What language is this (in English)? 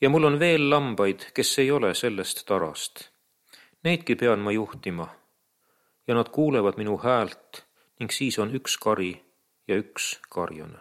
Estonian